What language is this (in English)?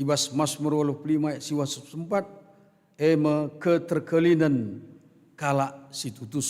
Batak Karo